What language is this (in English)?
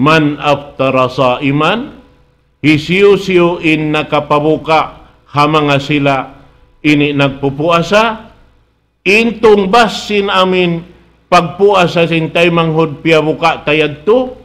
Tausug